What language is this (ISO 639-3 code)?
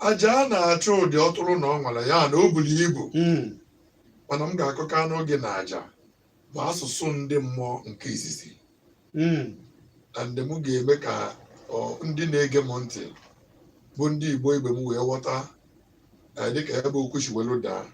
ibo